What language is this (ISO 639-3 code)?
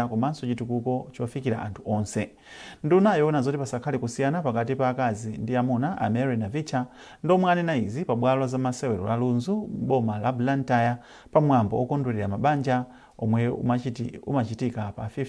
nya